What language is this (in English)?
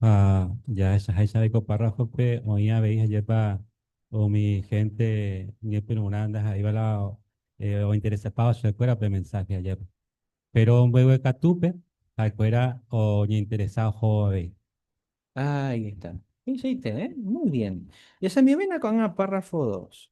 Guarani